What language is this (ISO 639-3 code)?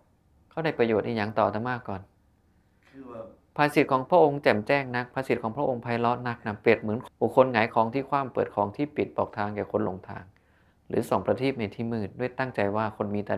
tts